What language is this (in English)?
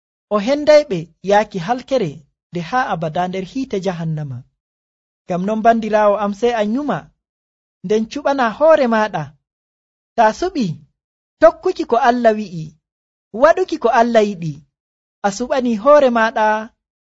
Nigerian Fulfulde